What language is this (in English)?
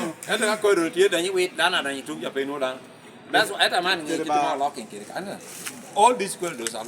Lango (Uganda)